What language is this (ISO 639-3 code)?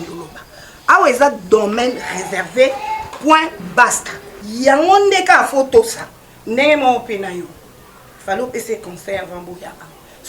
lin